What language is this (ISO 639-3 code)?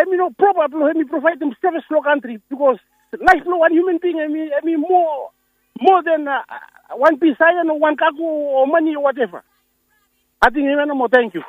bis